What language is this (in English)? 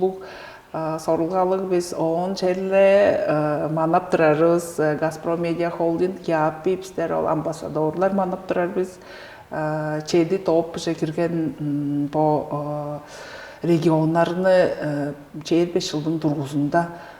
Tuvinian